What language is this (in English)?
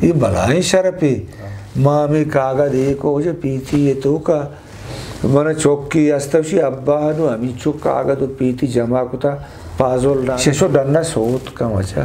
Eastern Balochi